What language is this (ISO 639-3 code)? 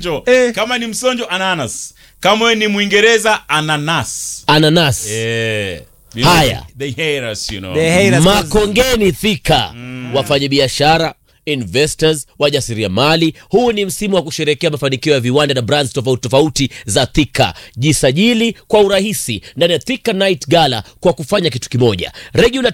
swa